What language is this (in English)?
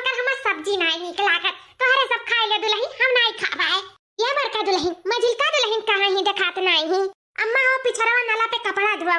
Awadhi